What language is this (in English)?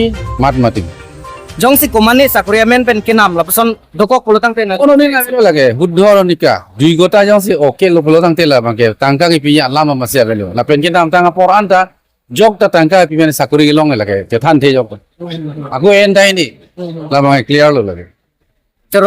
Karbi